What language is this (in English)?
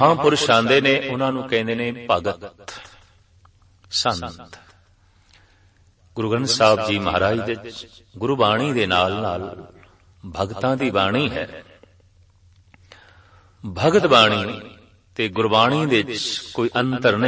Punjabi